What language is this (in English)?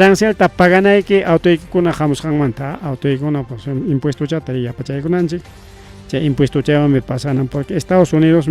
Ayacucho Quechua